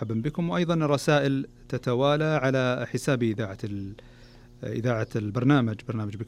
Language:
Najdi Arabic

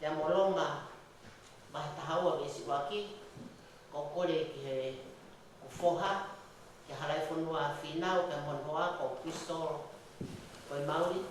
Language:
Tongan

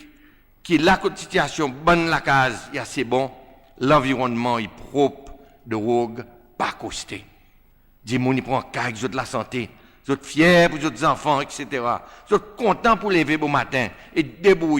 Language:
Seselwa Creole French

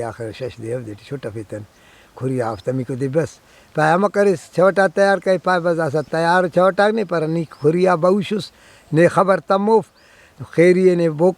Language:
Brahui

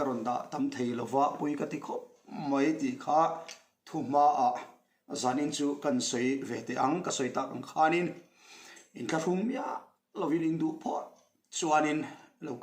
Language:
Mizo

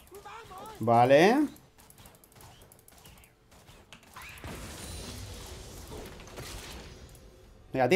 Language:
Spanish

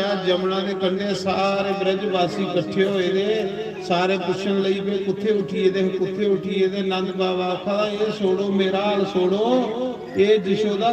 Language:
Dogri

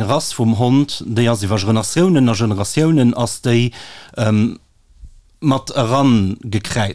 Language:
Luxembourgish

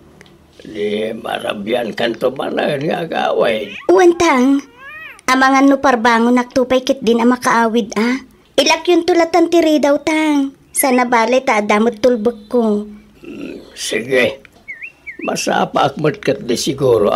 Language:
Iloko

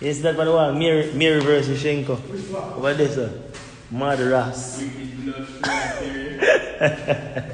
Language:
Jamaican Creole English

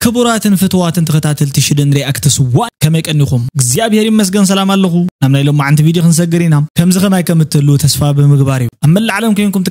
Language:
Tigrinya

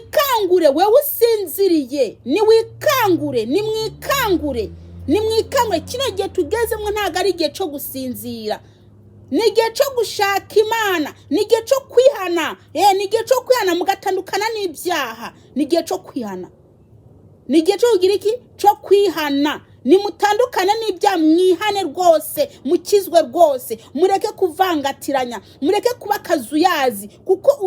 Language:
Rundi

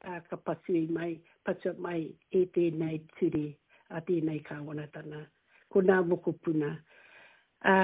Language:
Māori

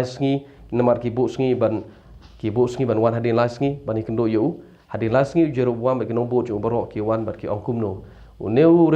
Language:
Khasi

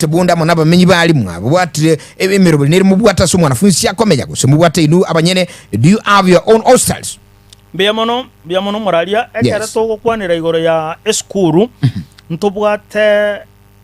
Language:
Gusii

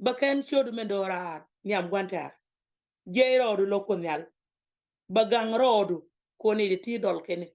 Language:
Nuer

